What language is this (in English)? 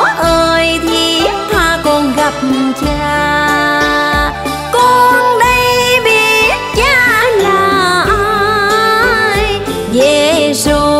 Vietnamese